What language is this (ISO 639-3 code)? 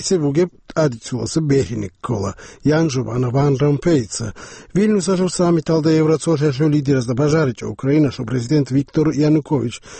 ava